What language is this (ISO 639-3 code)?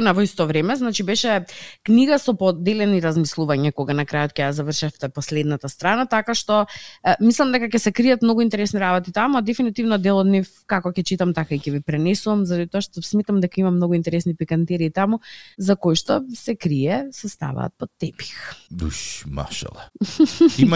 mkd